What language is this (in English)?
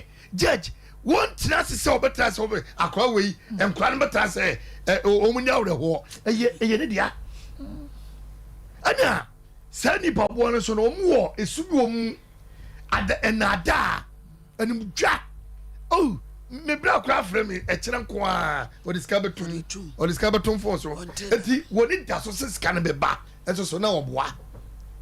Akan